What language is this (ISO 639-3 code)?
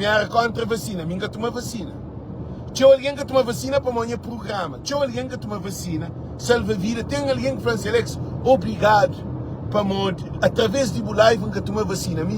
kea